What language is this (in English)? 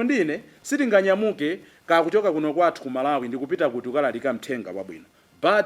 Nyanja